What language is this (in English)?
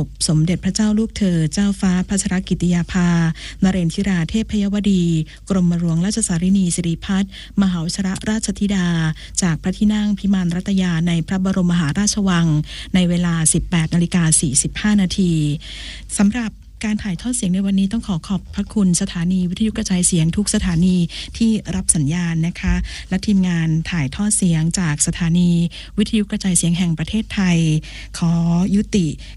Thai